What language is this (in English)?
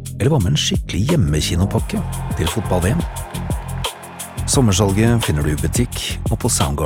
Norwegian